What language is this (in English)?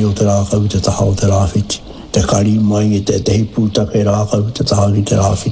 Māori